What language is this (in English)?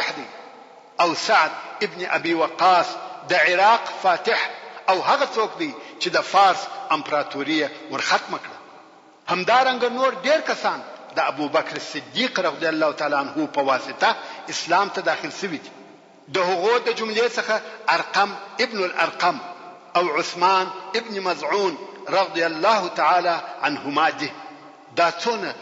Pashto